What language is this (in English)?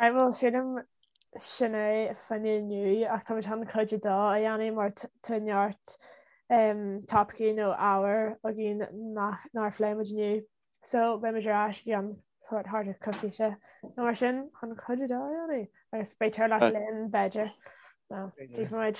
Irish